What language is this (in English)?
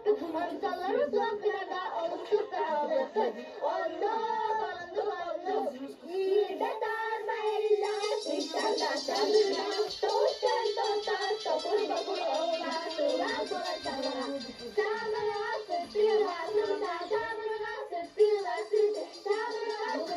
Yakut